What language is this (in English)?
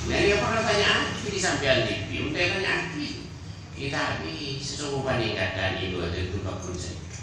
Madurese